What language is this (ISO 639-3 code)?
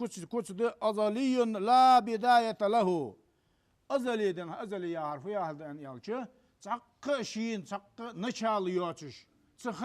inh